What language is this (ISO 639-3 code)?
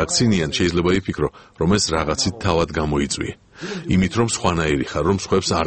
kat